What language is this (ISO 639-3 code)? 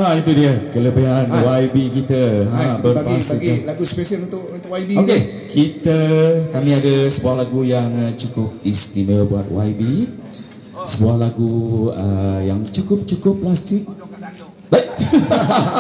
msa